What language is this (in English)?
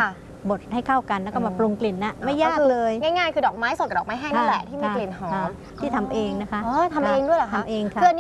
Thai